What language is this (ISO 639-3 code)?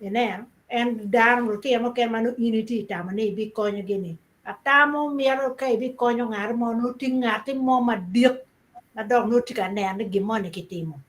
ach